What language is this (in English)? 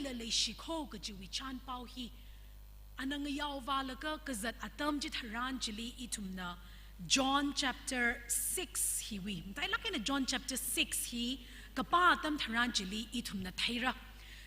Tangkhul Naga (India)